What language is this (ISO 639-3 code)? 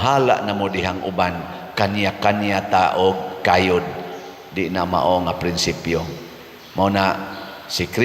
ceb